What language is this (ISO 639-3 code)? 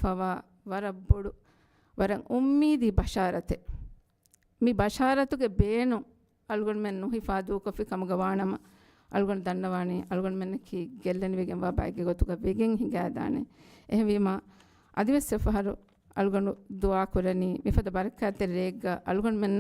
div